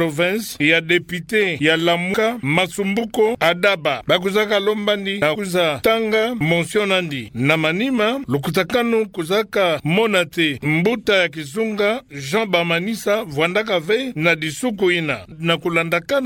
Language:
Kituba (Democratic Republic of Congo)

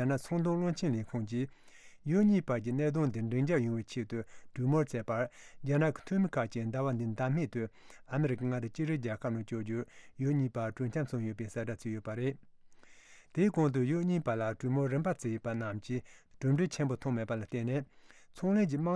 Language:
Tibetan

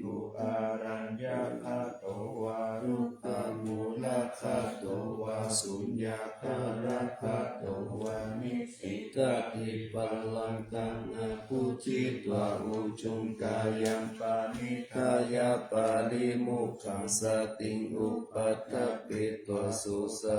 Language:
Pali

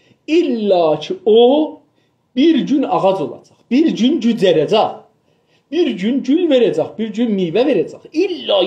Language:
South Azerbaijani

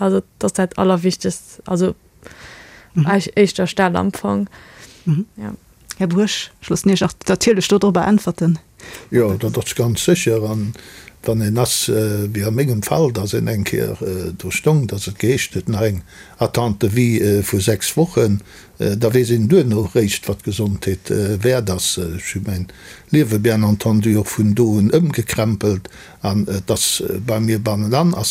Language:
Luxembourgish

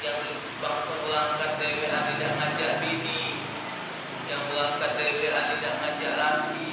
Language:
Musi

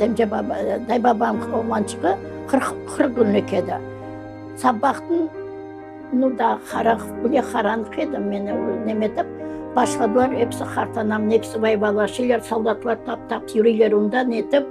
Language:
Crimean Tatar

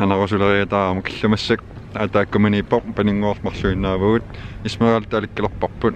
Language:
Kalaallisut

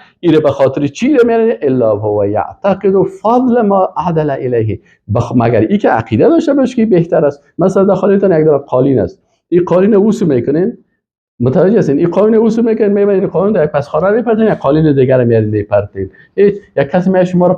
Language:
Persian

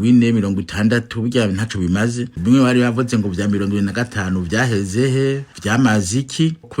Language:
Rundi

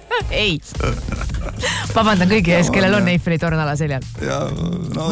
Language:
Estonian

